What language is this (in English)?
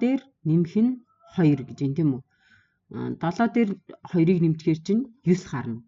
Mongolian